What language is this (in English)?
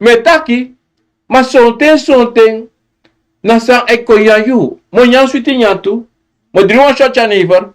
Sranan Tongo